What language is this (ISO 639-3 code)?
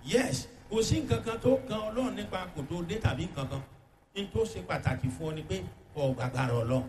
yor